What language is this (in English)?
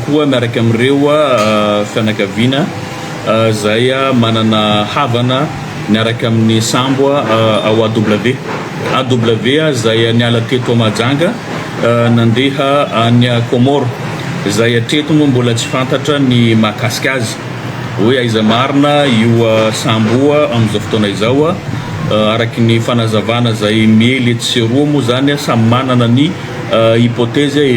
Malagasy